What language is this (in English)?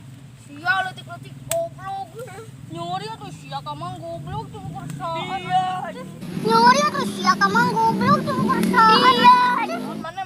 Sundanese